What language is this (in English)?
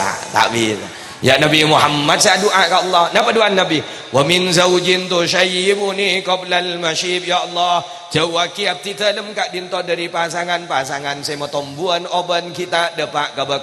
Madurese